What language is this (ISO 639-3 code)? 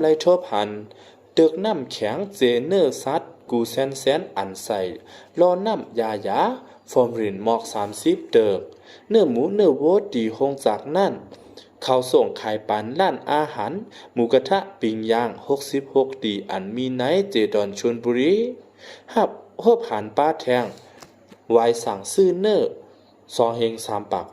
shn